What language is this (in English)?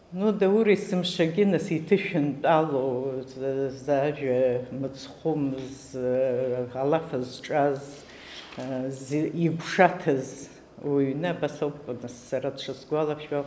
Abkhazian